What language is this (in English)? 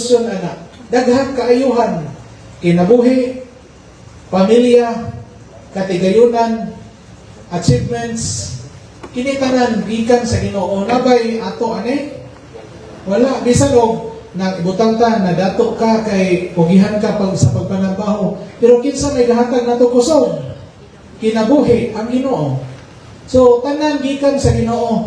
Cebuano